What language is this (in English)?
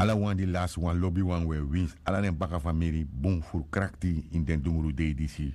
Sranan Tongo